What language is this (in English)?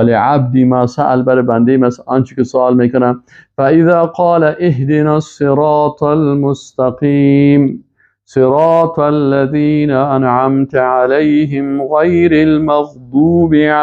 Persian